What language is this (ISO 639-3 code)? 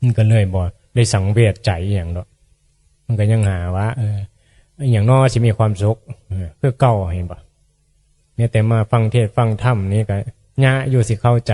tts